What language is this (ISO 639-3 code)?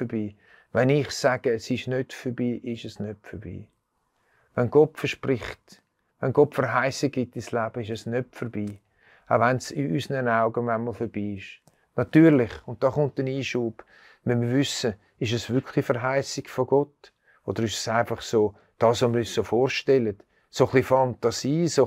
gsw